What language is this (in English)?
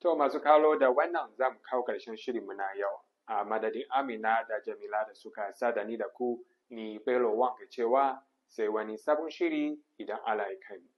Hausa